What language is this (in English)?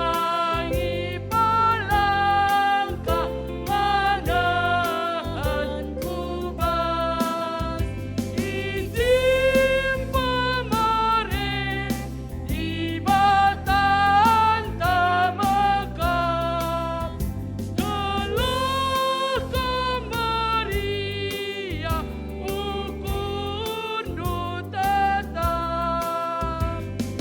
Batak Karo